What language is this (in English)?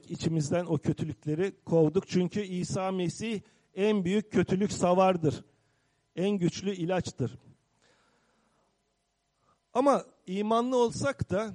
Turkish